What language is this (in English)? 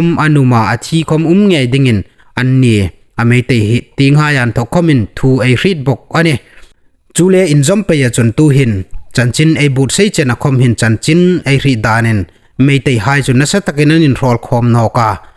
Hmar